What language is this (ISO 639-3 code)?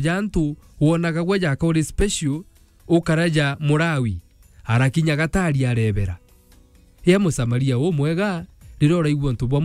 mer